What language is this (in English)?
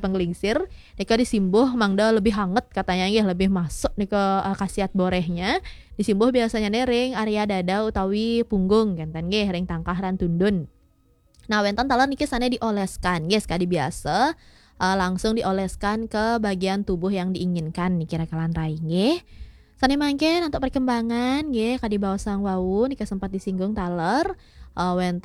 Balinese